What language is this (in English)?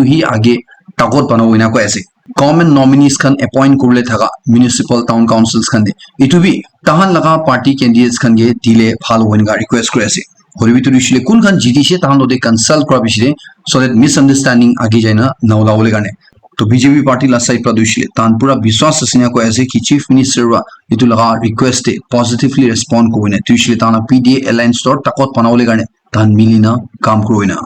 Naga Pidgin